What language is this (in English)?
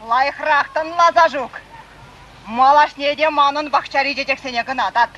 Chuvash